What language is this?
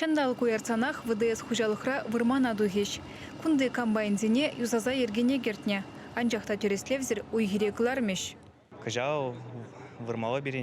Chuvash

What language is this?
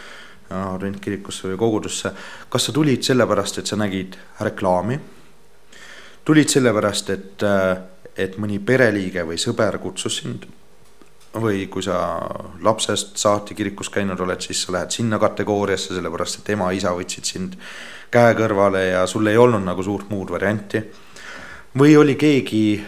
Estonian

